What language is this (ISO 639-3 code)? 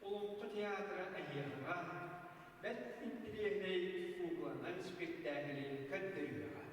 sah